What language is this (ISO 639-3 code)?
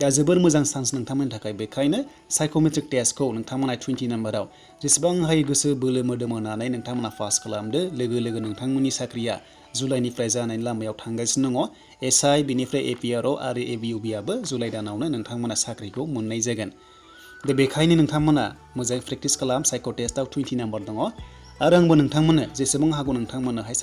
brx